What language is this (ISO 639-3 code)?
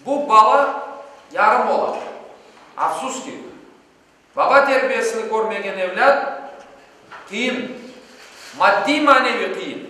crh